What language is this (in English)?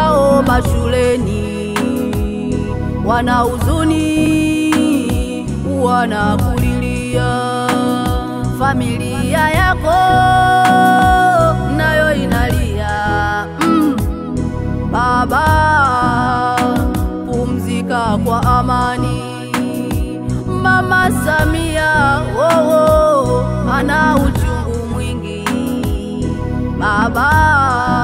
Swahili